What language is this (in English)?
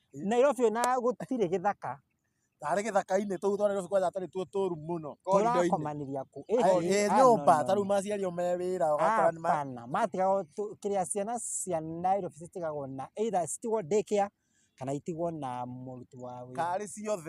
Kikuyu